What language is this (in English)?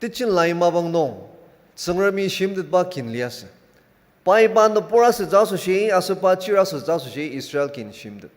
Ao Naga